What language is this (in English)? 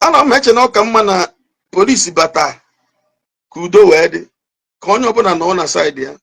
Igbo